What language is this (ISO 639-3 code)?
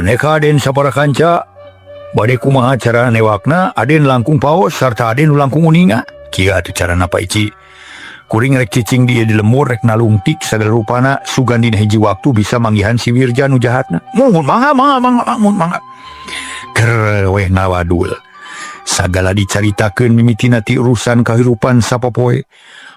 sun